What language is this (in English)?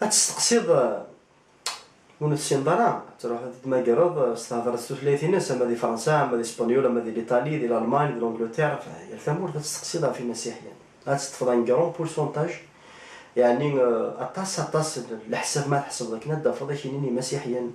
Kabyle